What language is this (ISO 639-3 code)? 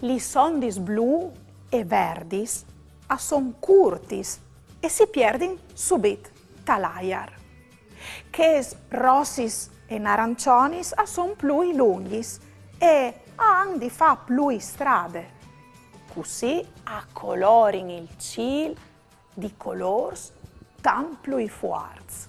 fur